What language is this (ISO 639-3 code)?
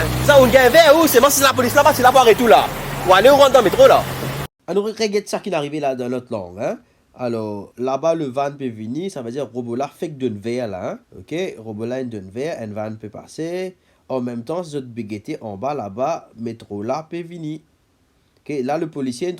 mfe